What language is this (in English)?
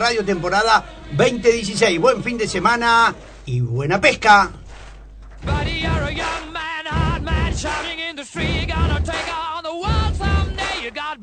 Spanish